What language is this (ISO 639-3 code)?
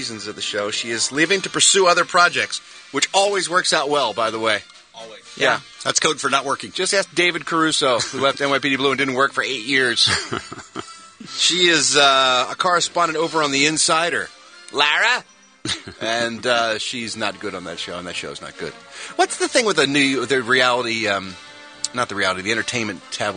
eng